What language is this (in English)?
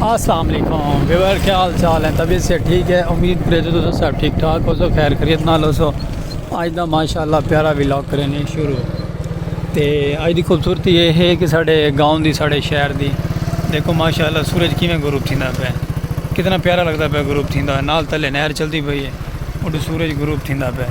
Saraiki